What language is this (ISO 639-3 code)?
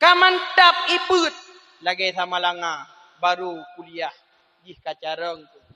ace